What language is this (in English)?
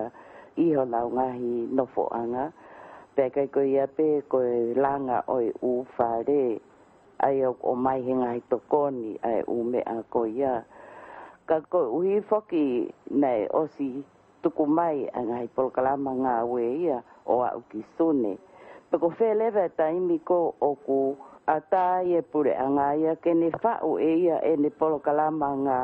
Tongan